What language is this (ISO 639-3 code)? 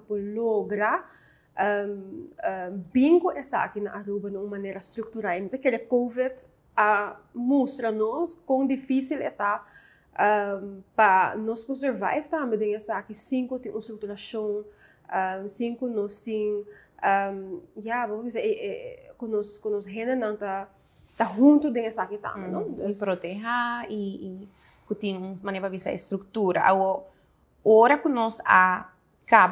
pap